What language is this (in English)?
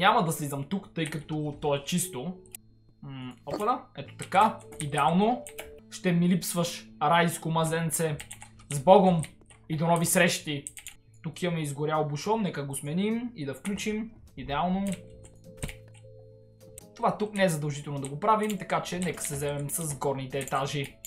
Bulgarian